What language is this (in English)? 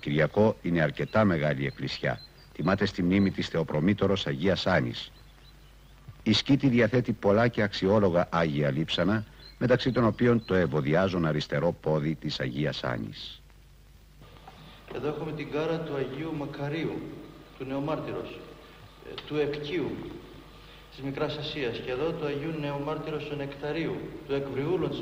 Greek